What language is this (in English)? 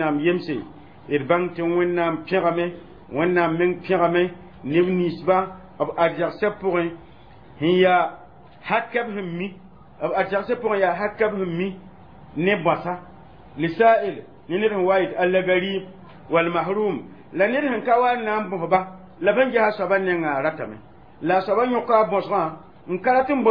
Mossi